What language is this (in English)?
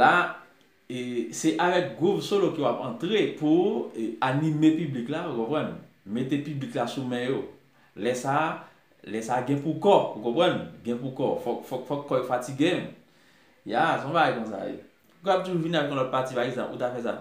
Haitian Creole